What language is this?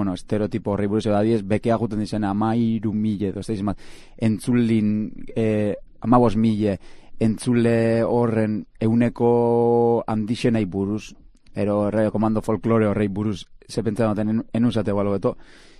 Basque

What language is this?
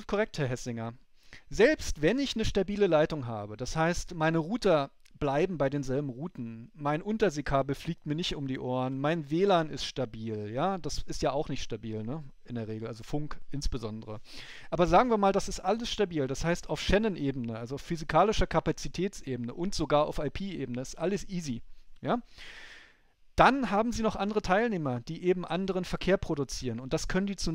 German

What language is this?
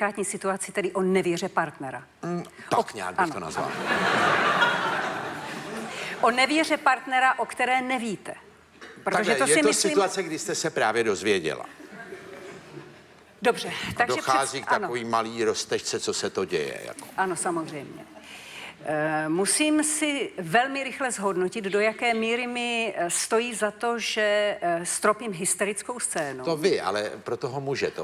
Czech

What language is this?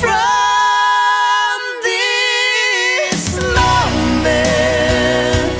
Batak Toba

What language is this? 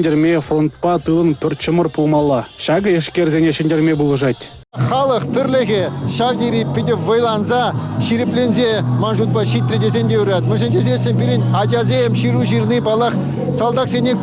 Chuvash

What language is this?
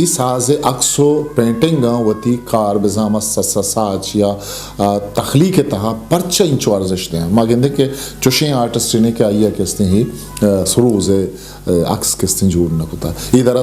Eastern Balochi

